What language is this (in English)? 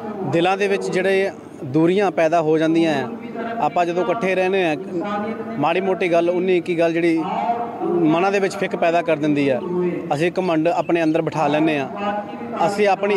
Punjabi